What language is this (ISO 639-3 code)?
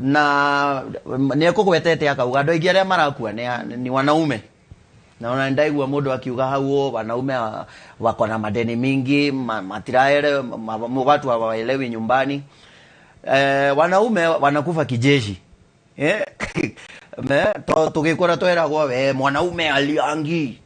kik